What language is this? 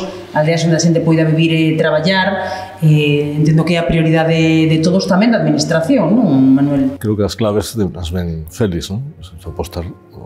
Galician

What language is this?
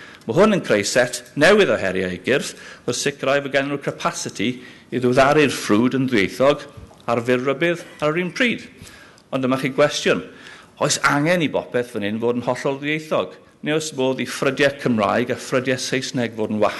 Welsh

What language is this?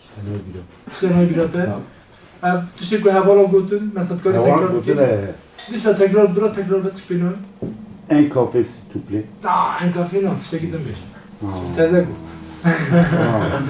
Kurdish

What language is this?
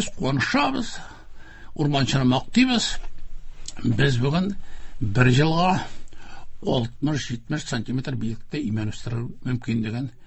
Tatar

